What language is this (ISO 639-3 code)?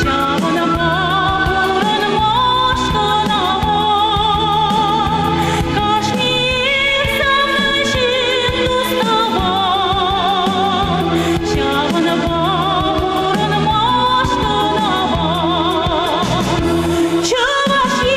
chv